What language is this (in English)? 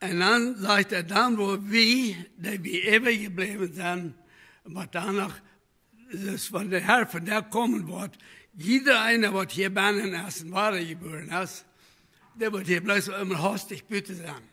Plautdietsch